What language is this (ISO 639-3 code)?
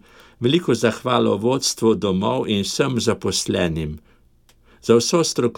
slv